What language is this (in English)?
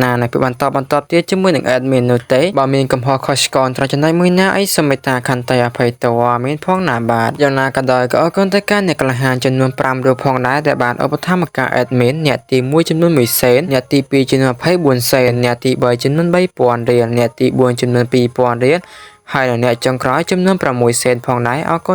Khmer